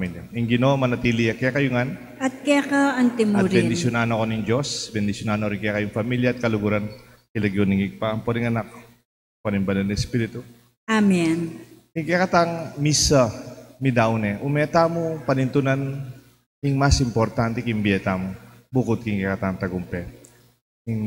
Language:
Pampanga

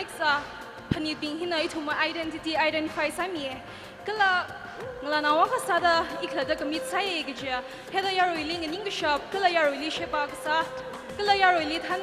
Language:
Tangkhul Naga (India)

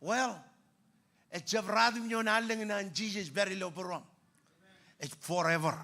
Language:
Marshallese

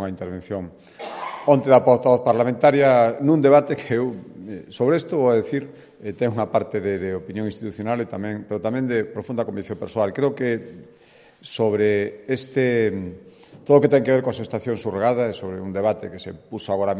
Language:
Galician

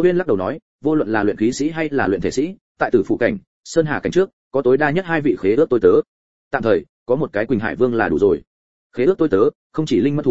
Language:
Vietnamese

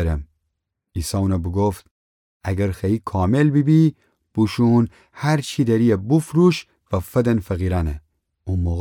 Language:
Gilaki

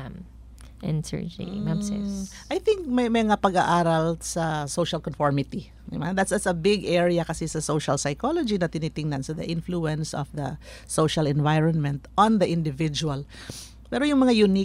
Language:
Filipino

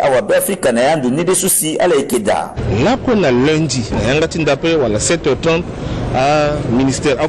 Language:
Sango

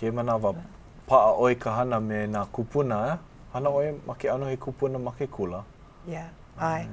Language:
Hawaiian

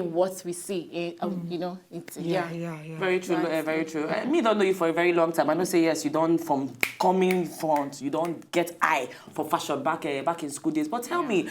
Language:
Nigerian Pidgin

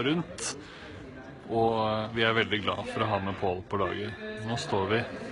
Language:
Norwegian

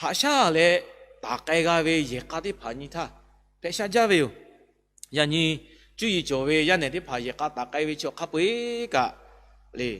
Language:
Lahu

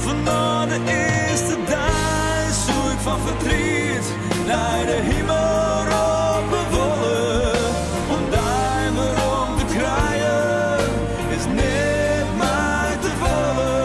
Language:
Western Frisian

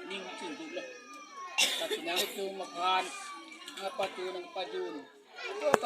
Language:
Karbi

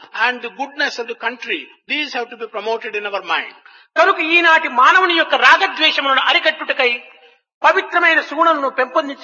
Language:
Telugu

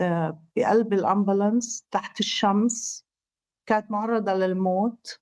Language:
North Levantine Arabic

